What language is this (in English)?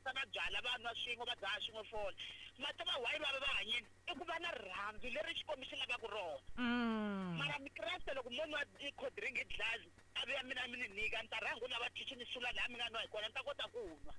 Tsonga